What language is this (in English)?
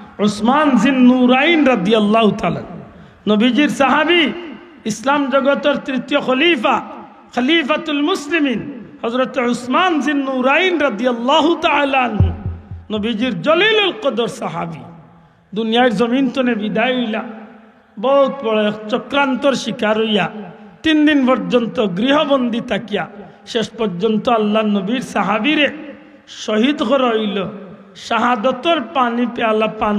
Sylheti